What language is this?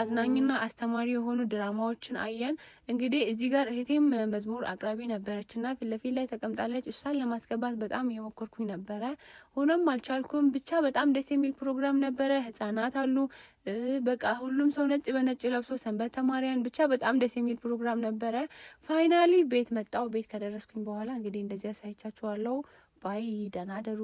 Amharic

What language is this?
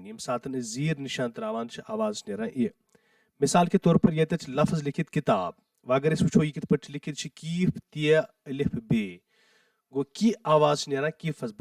Kashmiri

